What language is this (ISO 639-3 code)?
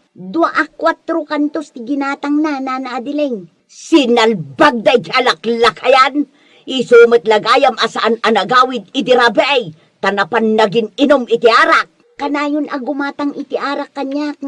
ilo